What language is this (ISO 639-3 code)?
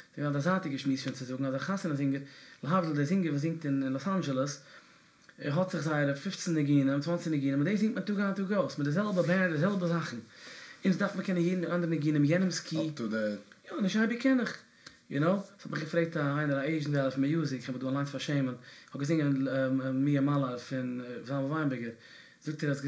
yid